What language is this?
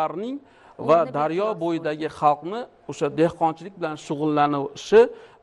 Uzbek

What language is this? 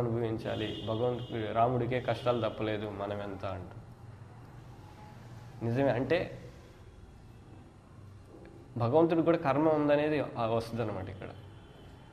Telugu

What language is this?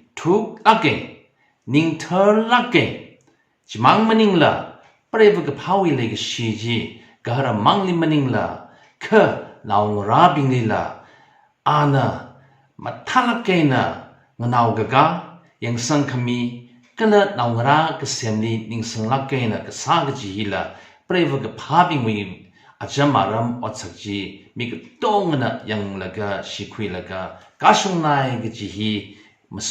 Tangkhul Naga (India)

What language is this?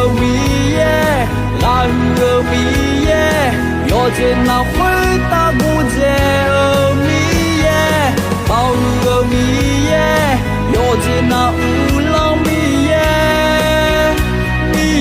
Akha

